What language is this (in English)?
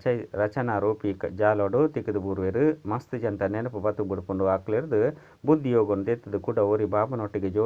Tulu